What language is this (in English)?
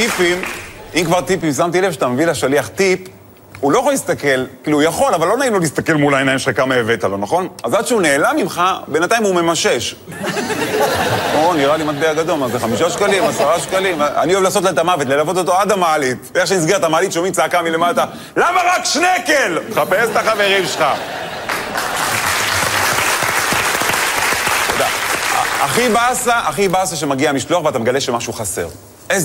Hebrew